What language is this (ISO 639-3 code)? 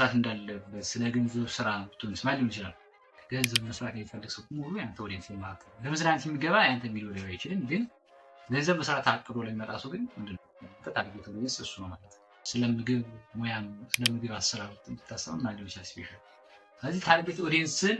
amh